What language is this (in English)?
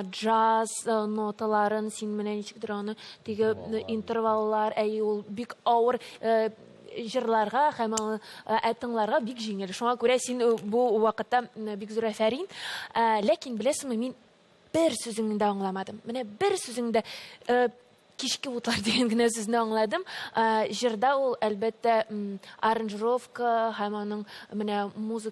Tatar